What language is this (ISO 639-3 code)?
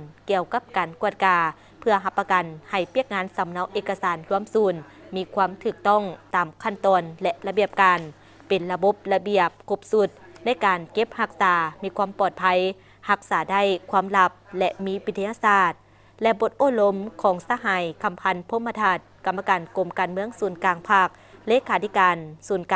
lao